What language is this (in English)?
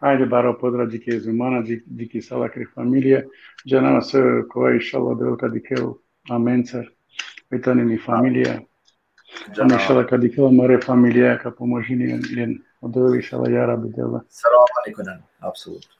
Balkan Romani